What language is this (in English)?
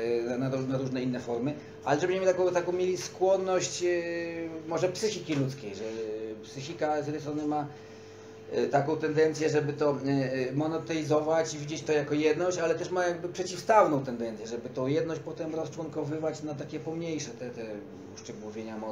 Polish